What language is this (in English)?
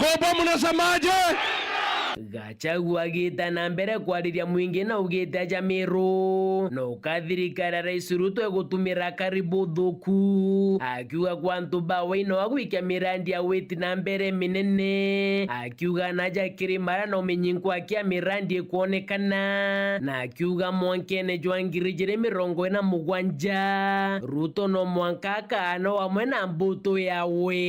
Meru